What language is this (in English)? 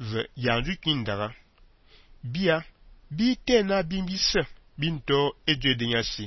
Fang